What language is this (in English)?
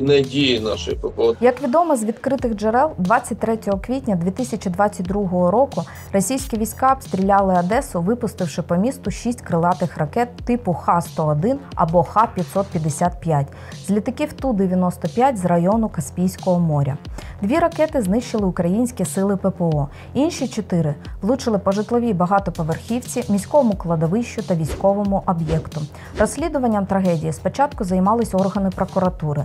Ukrainian